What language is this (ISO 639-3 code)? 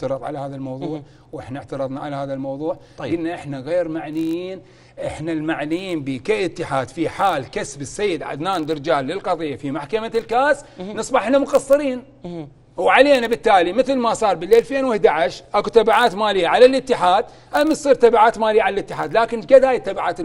acm